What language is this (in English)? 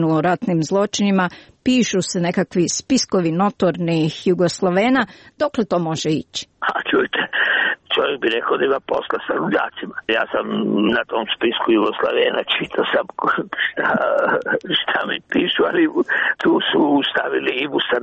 Croatian